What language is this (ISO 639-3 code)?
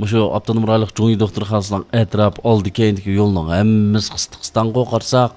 uig